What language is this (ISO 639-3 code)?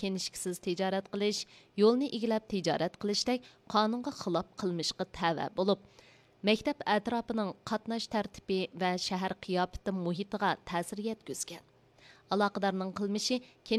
uig